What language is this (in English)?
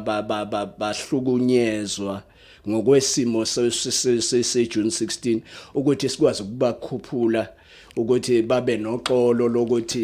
Zulu